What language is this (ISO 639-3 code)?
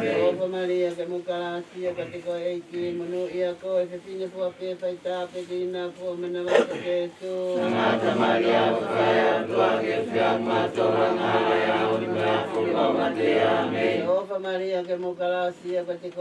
ton